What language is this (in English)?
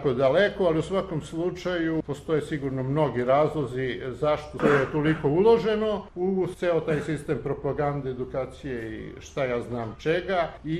Serbian